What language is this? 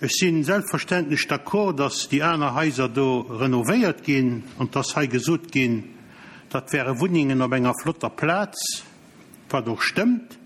Luxembourgish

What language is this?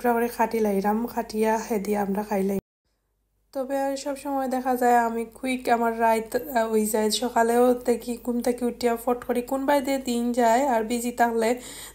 Sylheti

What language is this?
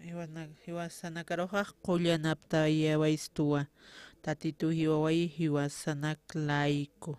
Aymara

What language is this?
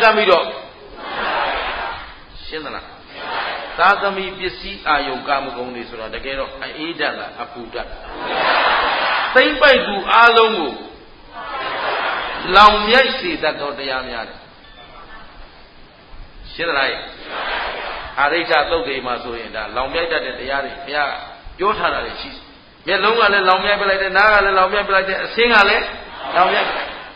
Burmese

